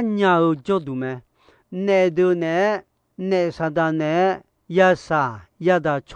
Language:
Akha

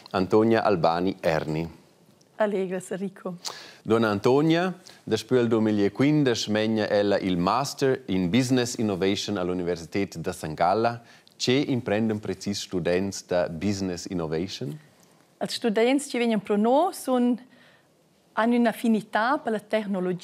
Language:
Romansh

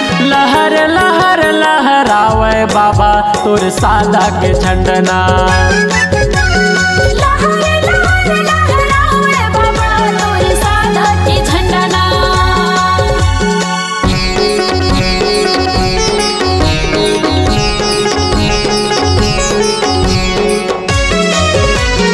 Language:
Chhattisgarhi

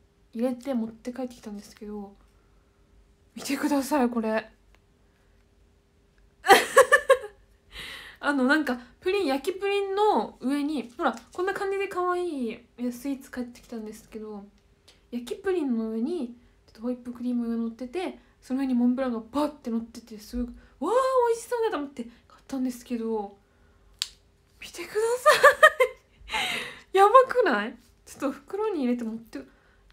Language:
Japanese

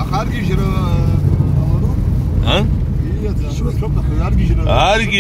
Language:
Abkhazian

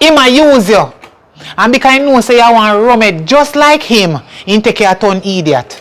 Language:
Jamaican Creole English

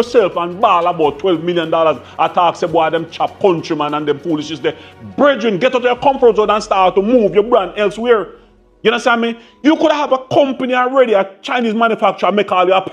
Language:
Jamaican Creole English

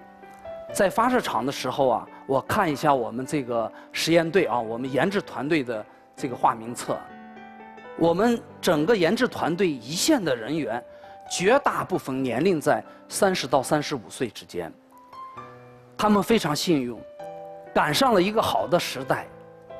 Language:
Chinese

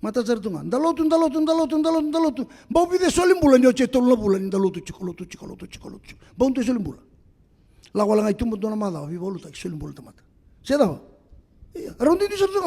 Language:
Fijian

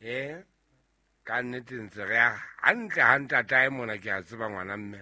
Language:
Southern Sotho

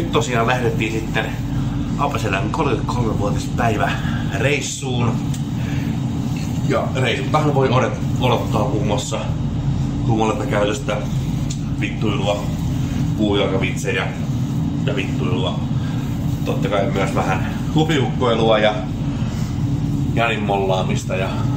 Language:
Finnish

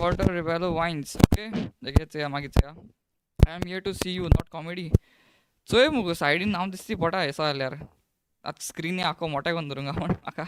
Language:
Konkani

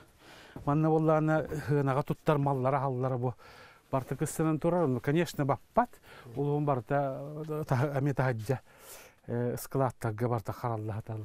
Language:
Yakut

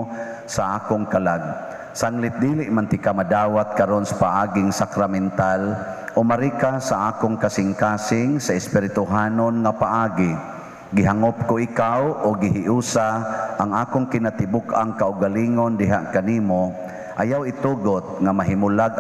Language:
Cebuano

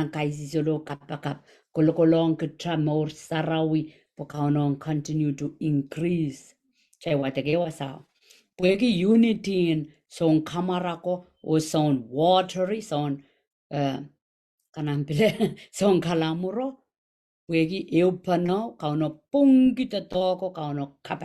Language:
Pohnpeian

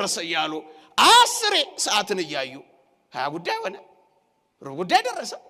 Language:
Amharic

